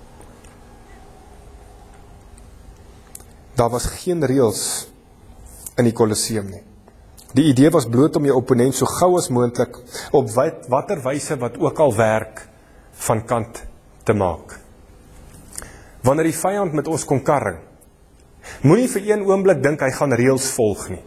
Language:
Afrikaans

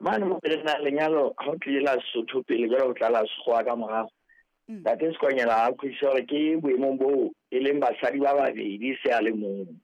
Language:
Southern Sotho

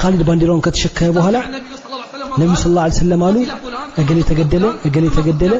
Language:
Amharic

